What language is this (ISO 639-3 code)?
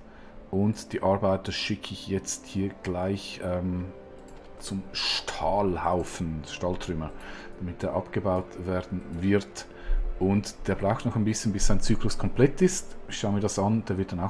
gsw